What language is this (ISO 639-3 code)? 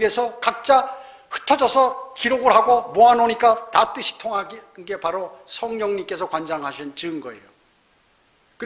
kor